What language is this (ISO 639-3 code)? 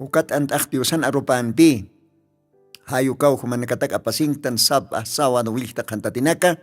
aym